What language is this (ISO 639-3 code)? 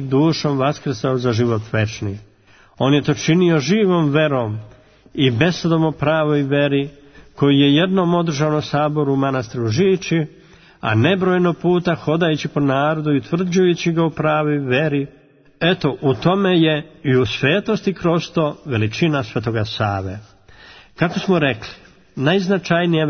srp